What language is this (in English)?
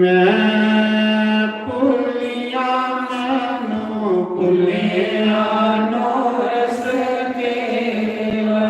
Dogri